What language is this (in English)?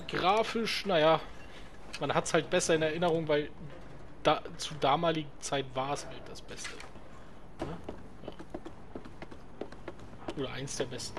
German